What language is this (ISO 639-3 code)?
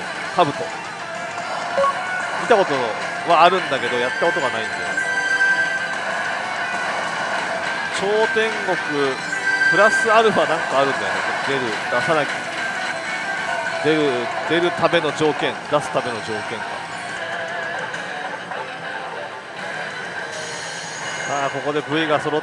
jpn